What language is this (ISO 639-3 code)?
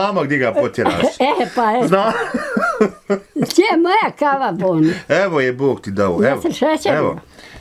bos